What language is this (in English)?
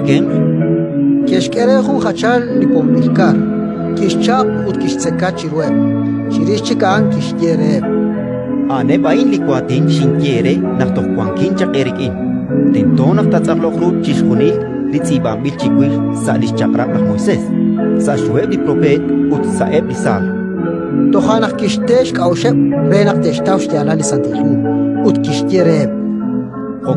Kekchí